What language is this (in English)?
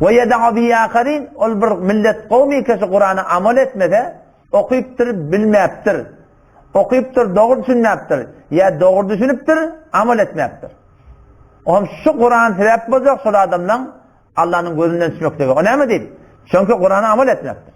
Turkmen